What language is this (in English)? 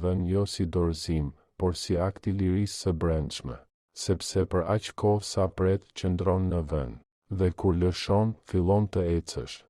Albanian